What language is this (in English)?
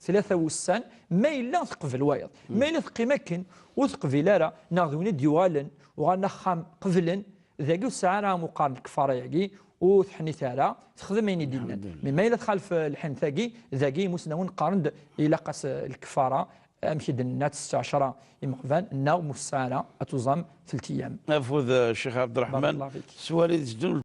Kabyle